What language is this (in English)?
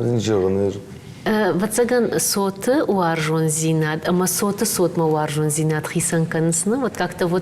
Ossetic